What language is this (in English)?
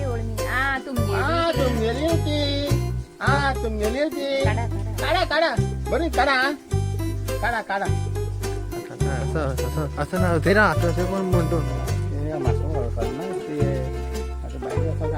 Konkani